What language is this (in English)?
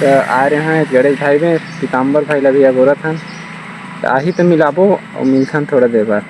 Chhattisgarhi